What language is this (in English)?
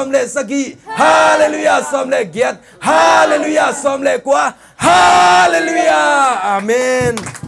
Tedim Chin